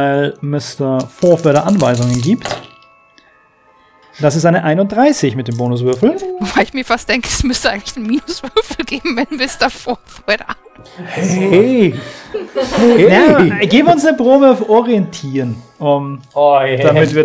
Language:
German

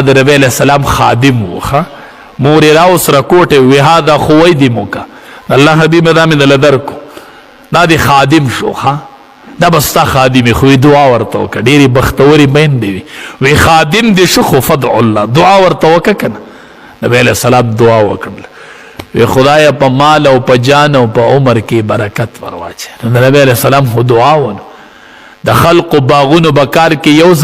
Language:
Pashto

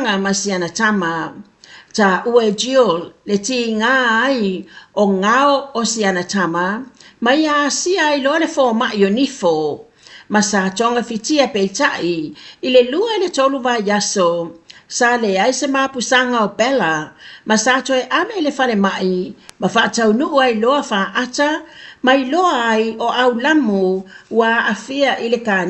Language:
Samoan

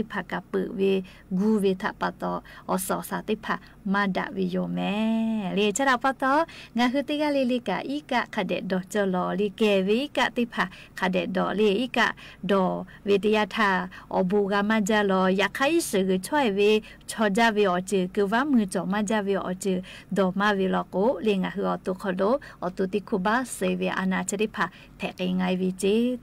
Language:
Lahu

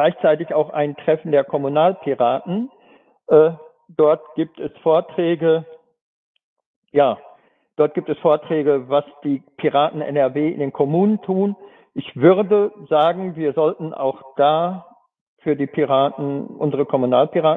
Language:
German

